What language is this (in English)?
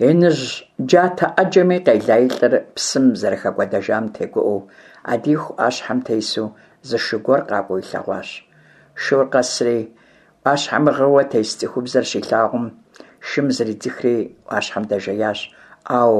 Kabardian